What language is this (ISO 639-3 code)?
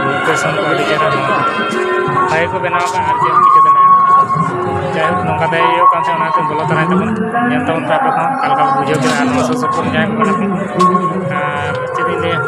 sat